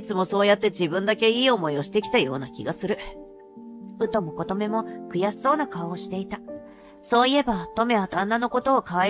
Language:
Japanese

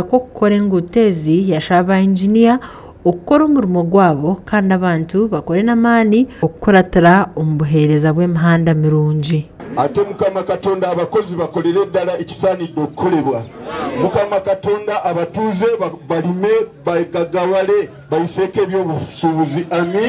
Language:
Nyankole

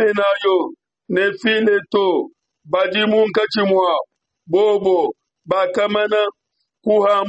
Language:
Luba-Lulua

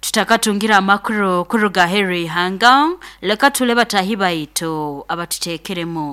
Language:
Nyoro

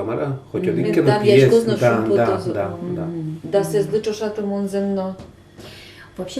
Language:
Udmurt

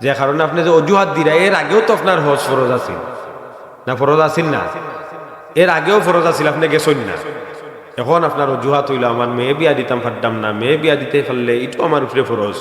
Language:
Sylheti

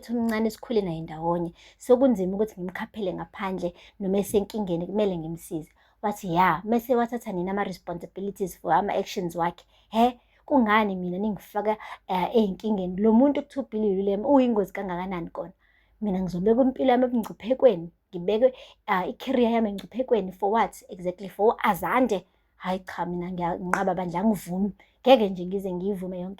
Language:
Zulu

